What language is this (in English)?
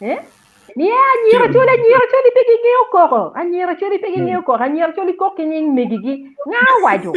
Acoli